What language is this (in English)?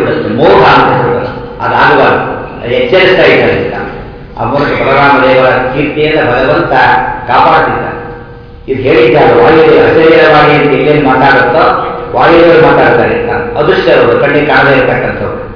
Kannada